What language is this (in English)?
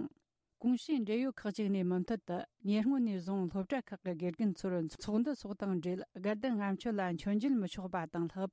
Tibetan